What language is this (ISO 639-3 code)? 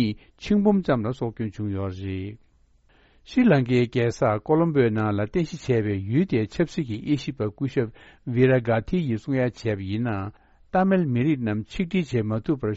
bod